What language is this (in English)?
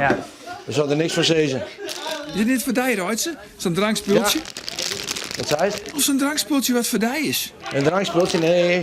Western Frisian